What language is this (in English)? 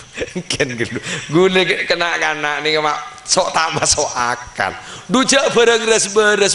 Madurese